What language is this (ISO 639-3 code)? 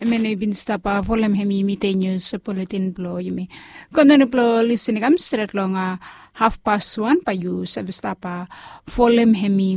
bis